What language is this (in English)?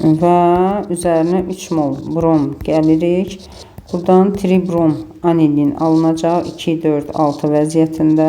Azerbaijani